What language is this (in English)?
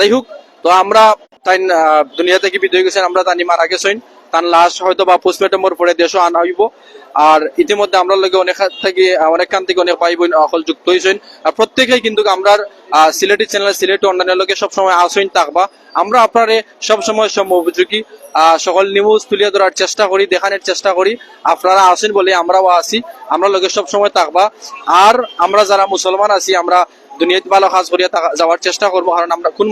Sylheti